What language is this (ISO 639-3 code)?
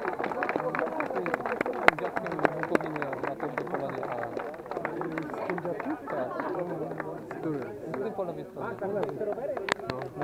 pol